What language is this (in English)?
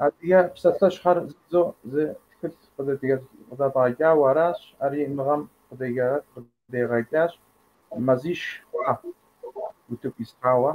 Kabardian